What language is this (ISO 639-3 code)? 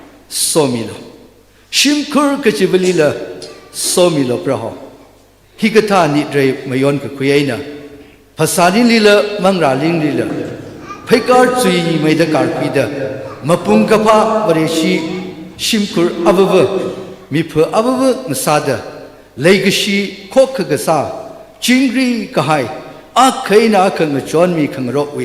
nmf